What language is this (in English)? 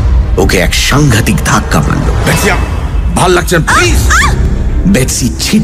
Bangla